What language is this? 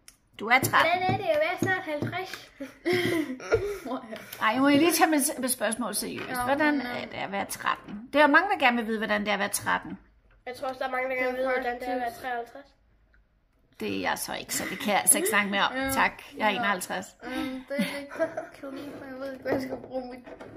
Danish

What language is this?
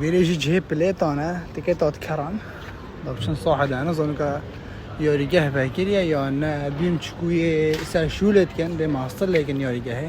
Kurdish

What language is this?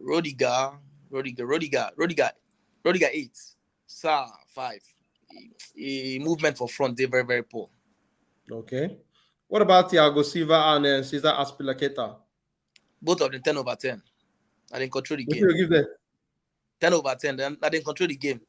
Nigerian Pidgin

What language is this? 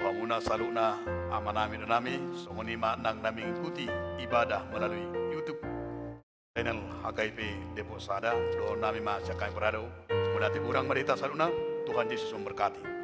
Batak Toba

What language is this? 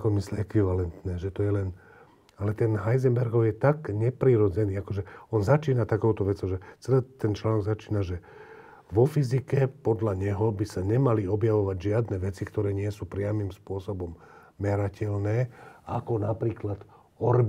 Slovak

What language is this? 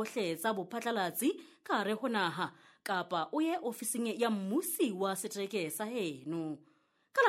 Southern Sotho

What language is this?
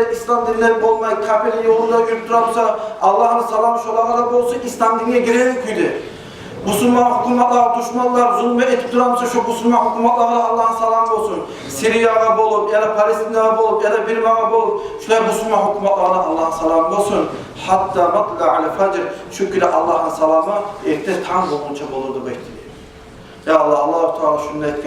Kumyk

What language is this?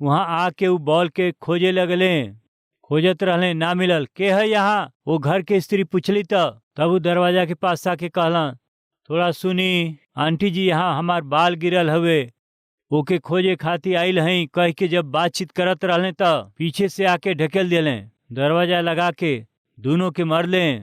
Bhojpuri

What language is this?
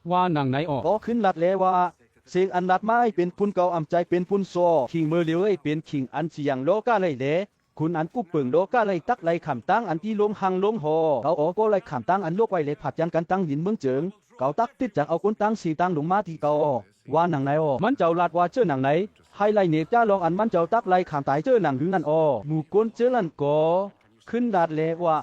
Shan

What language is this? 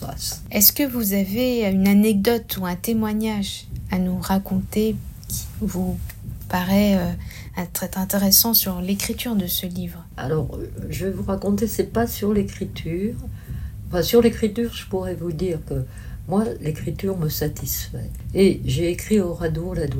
French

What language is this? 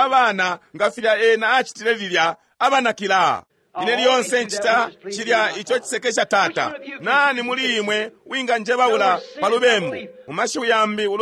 Bemba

